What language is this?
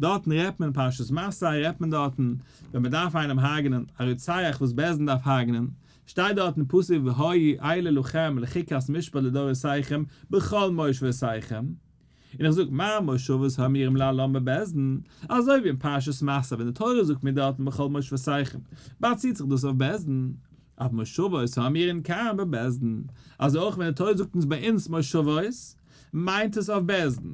Yiddish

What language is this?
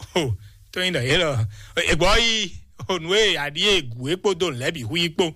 Fon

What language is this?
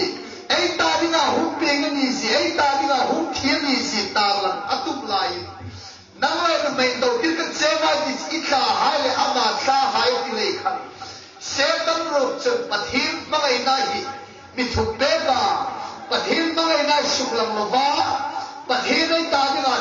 Hmar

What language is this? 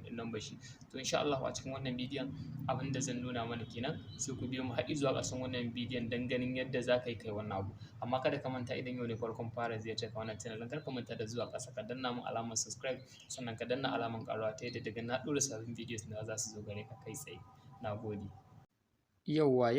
Hausa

